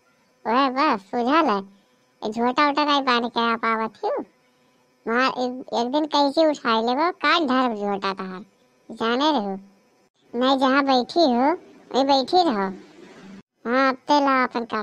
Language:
Awadhi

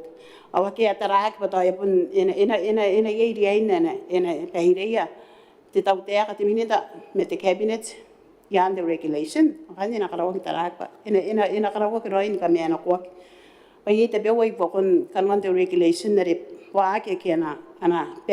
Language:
Gilbertese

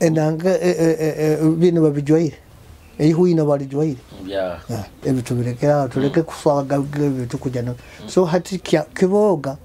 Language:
Nyoro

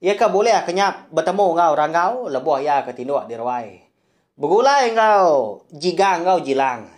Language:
Iban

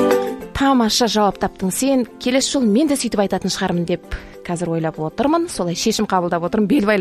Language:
Kazakh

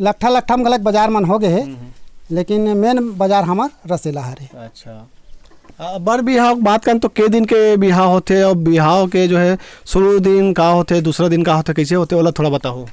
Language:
Chhattisgarhi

